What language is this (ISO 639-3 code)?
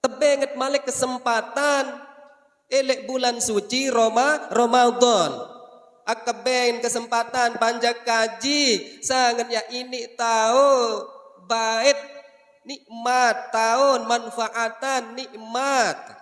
sas